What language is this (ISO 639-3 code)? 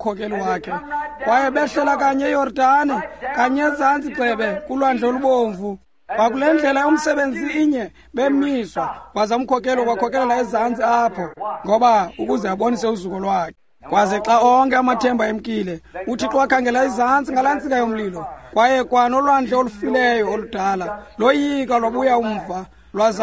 xho